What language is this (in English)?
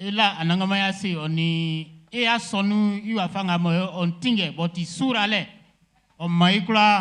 Baoulé